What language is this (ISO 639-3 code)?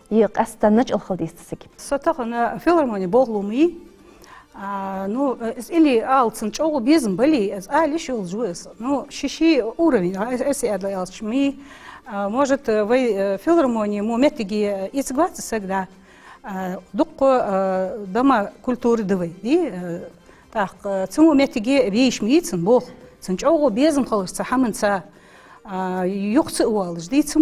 inh